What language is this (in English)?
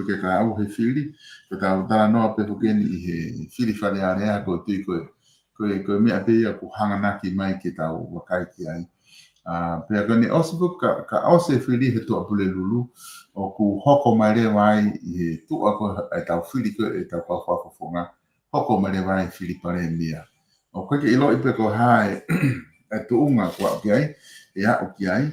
Tongan